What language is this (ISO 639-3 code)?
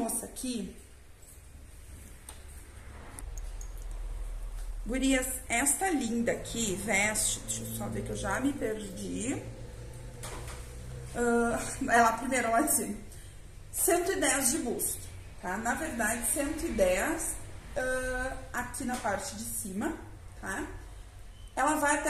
por